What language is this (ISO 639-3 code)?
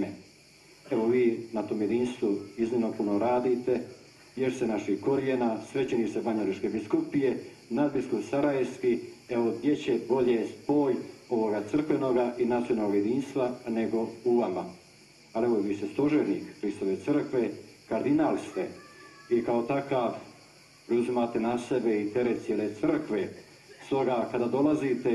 hrv